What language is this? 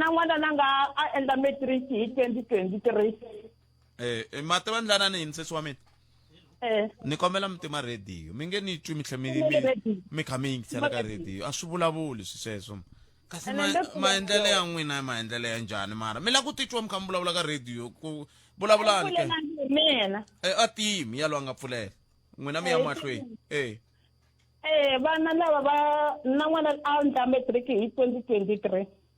Tsonga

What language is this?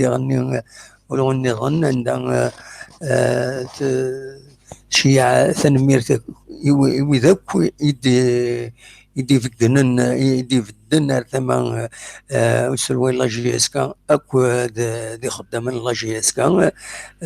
Kabyle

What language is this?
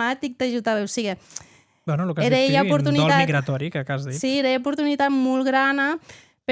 Occitan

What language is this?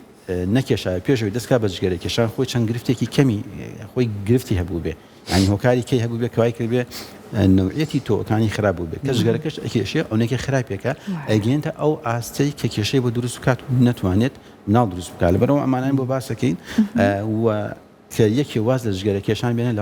Central Kurdish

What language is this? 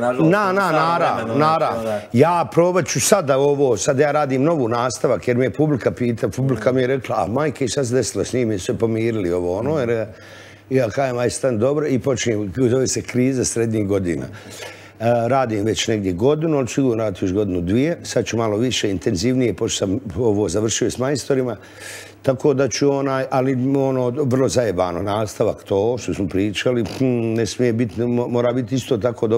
Bosnian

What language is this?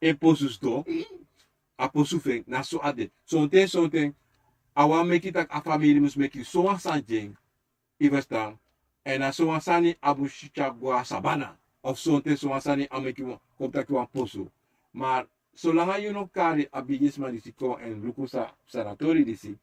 Sranan Tongo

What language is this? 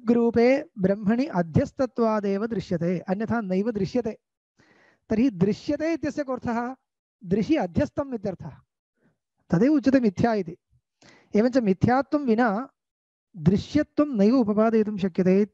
Sanskrit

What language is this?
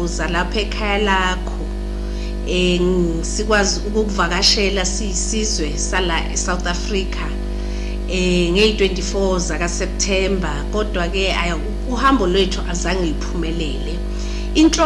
Zulu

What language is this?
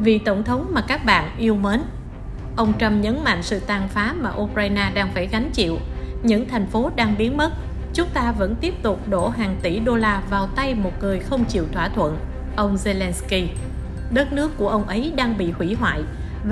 Vietnamese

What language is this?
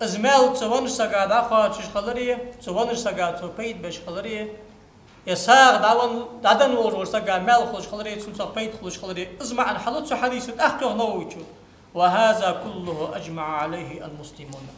Ingush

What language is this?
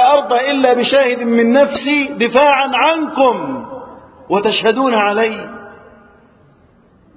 Arabic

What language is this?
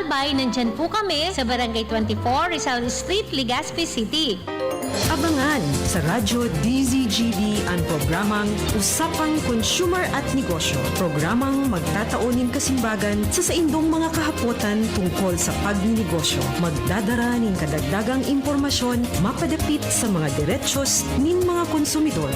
Bikol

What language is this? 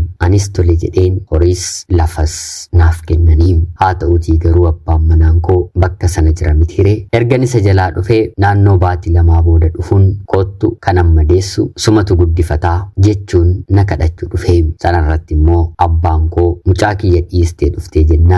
Oromo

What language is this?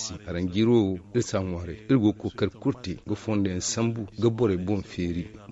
Zarma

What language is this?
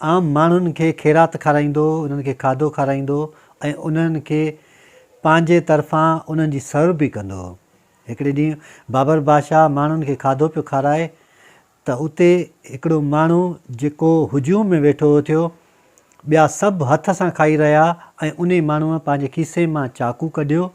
Sindhi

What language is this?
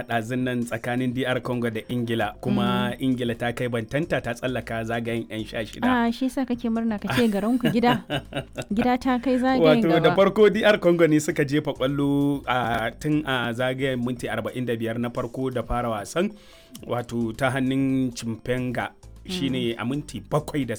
Hausa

